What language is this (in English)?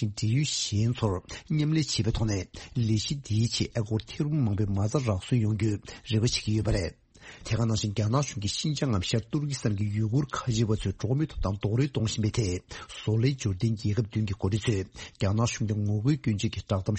Tibetan